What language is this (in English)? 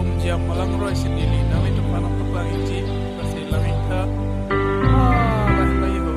Karbi